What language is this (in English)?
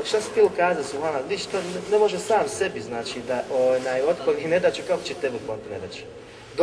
Bosnian